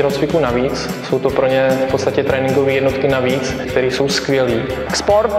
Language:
Czech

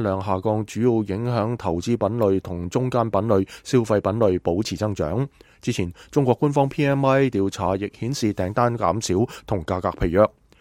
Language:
Cantonese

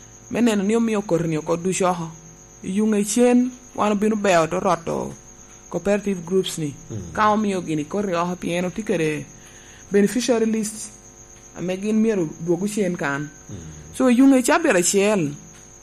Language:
Lango (Uganda)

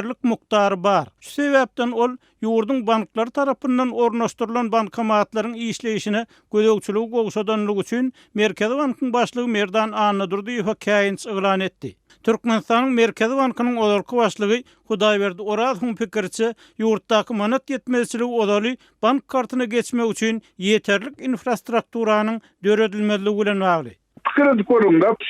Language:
Turkmen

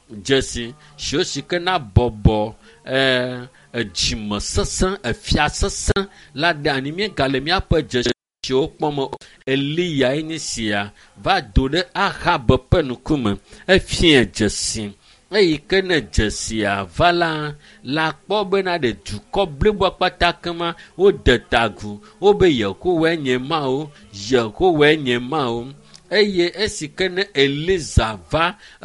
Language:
Ewe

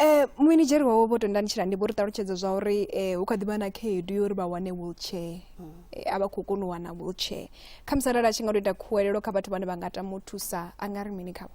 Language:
Venda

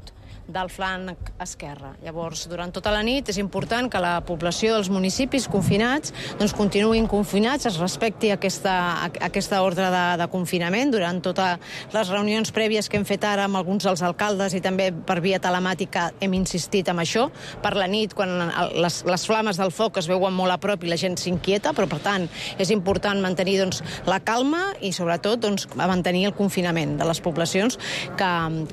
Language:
Catalan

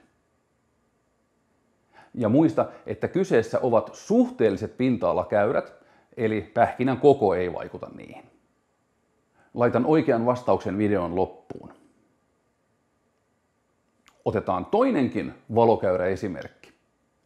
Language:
Finnish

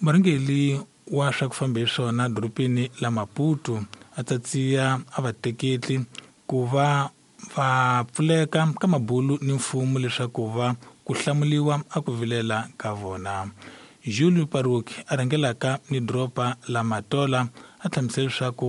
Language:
Tsonga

